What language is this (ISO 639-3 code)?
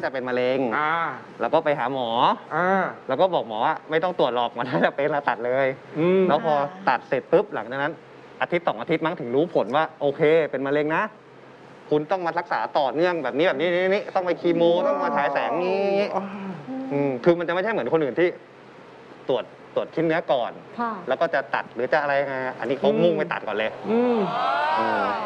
tha